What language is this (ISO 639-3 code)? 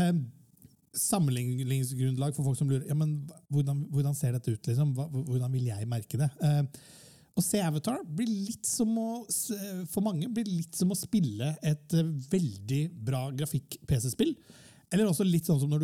nor